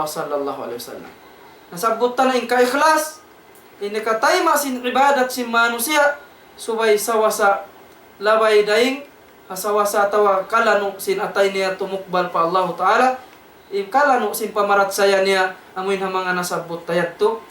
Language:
Tausug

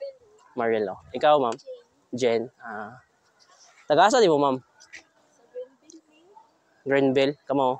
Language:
Cebuano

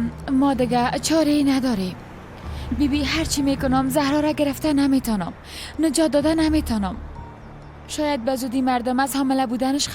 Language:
Persian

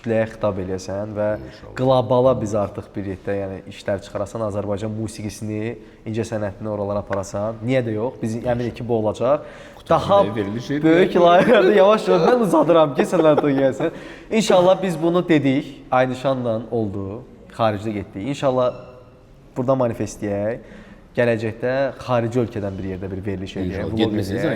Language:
Azerbaijani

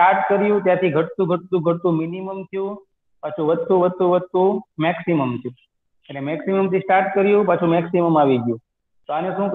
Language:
Gujarati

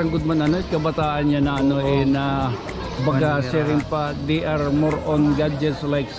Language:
Waray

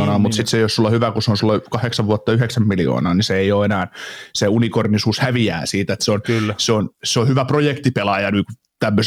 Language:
Finnish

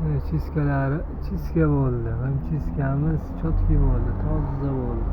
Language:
Uzbek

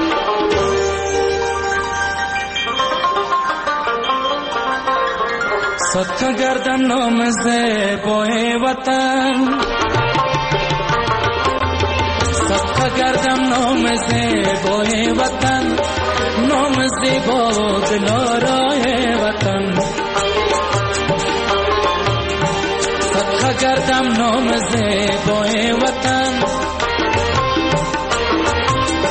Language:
Persian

